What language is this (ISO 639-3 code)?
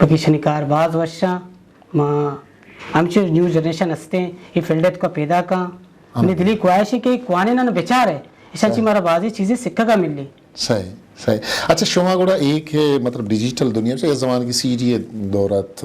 bgp